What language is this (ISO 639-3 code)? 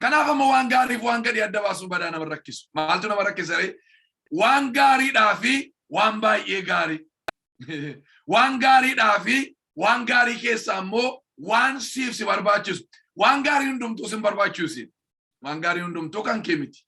orm